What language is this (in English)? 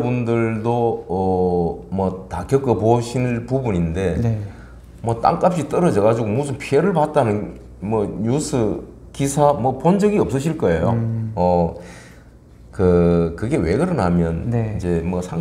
Korean